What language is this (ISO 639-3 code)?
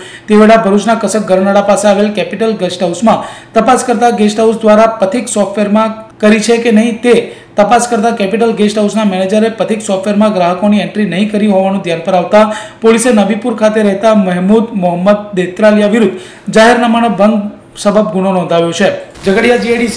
guj